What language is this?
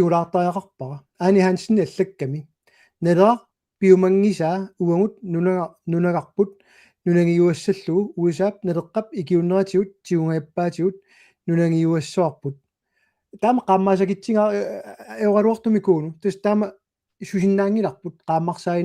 Kalaallisut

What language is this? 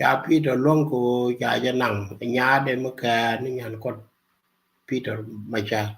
Nuer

